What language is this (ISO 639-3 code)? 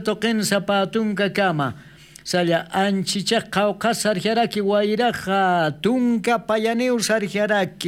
aym